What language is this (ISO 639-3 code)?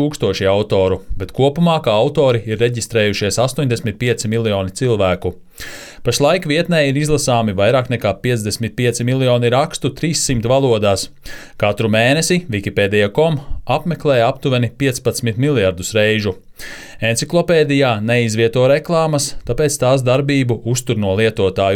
lav